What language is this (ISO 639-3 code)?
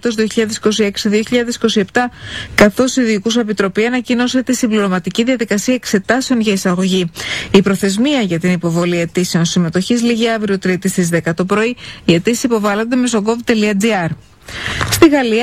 ell